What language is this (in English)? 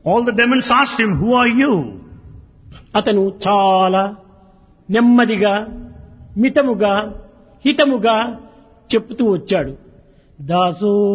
Telugu